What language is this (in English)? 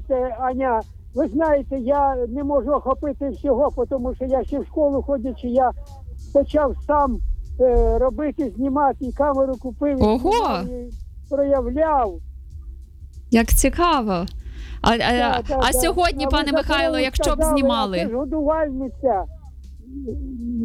Ukrainian